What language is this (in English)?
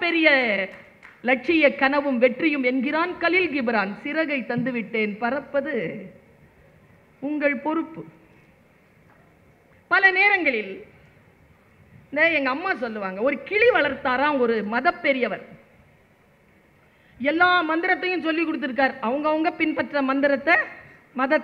Tamil